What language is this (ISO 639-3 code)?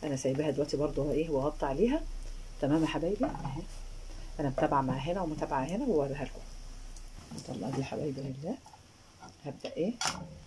arz